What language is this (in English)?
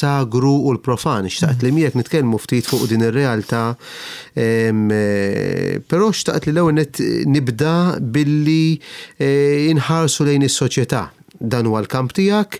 Maltese